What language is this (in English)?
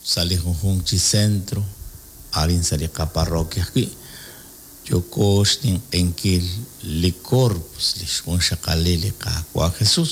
Kekchí